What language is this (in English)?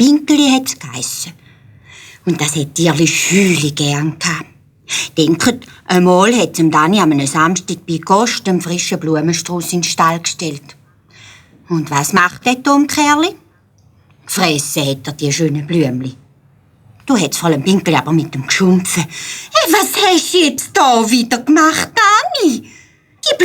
Swiss German